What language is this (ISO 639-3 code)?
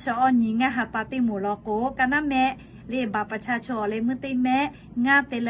lhu